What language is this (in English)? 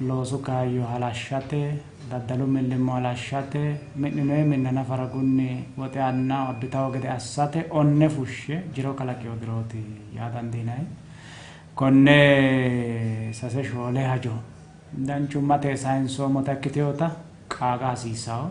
Sidamo